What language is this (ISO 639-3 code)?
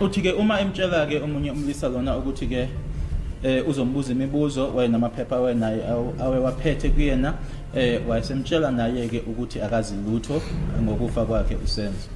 zul